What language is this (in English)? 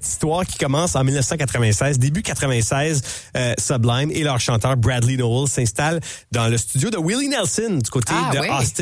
French